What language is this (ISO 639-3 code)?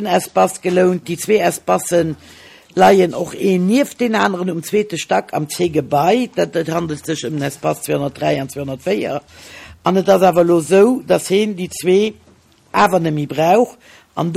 ltz